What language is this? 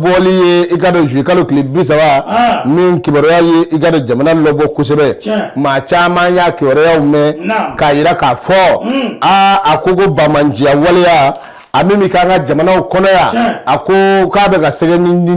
Bambara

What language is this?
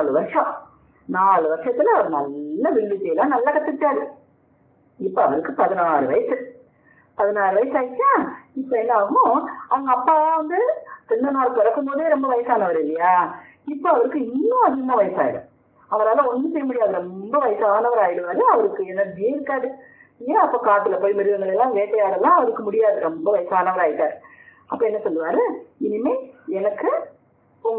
Tamil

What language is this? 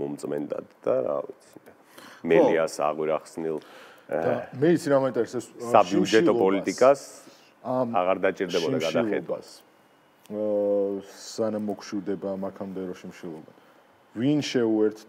Georgian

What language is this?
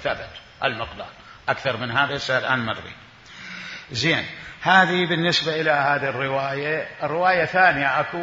Mesopotamian Arabic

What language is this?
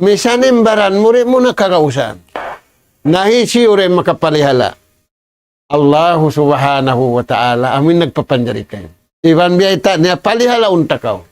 Tausug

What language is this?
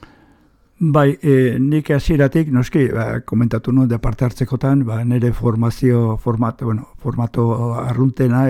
Basque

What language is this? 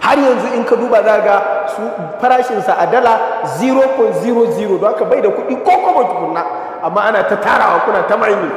Hausa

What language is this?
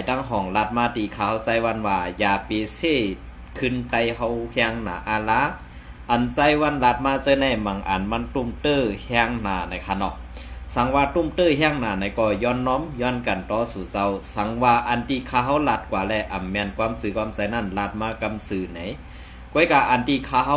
Shan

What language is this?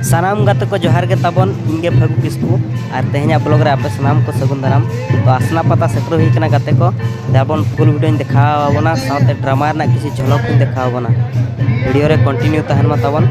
Santali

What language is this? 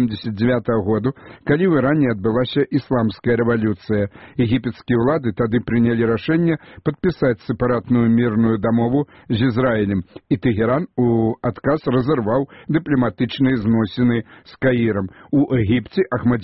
Belarusian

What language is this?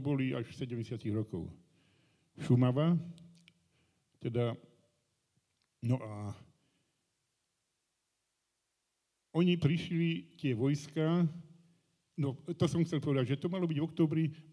Slovak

